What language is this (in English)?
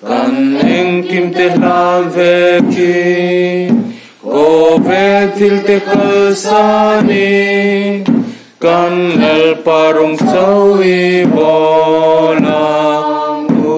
Mizo